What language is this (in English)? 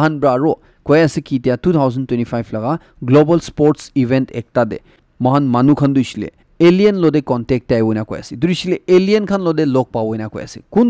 Naga Pidgin